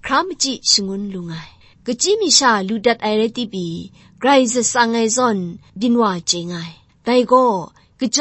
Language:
Kachin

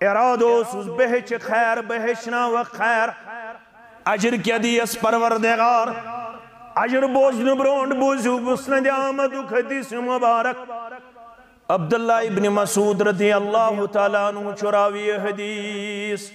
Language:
Kashmiri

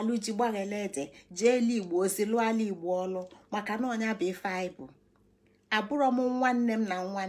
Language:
Igbo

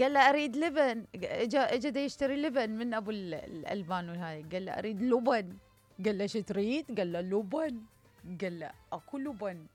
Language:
Mesopotamian Arabic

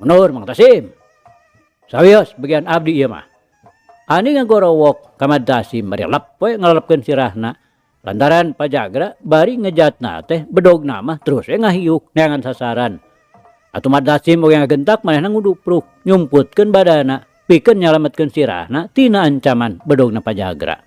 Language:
Sundanese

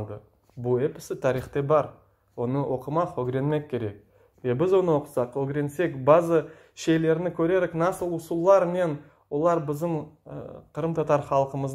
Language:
Crimean Tatar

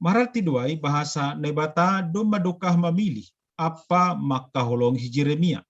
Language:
Batak Simalungun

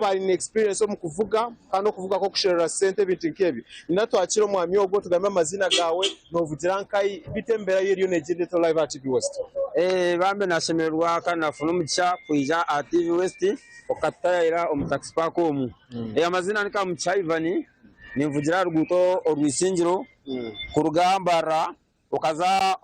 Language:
Nyankole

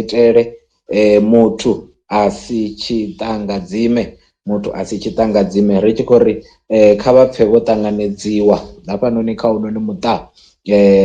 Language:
Venda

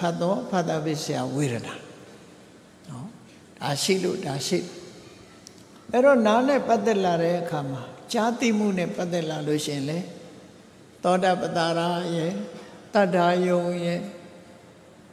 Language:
Burmese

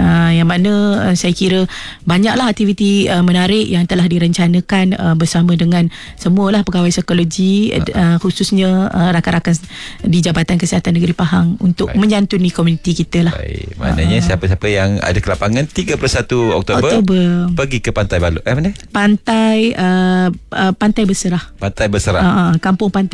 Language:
Malay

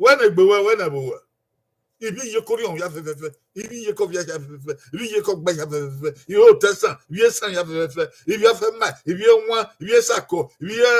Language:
Bini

